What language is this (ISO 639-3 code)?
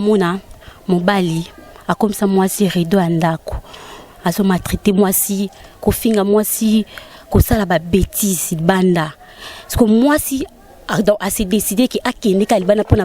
lin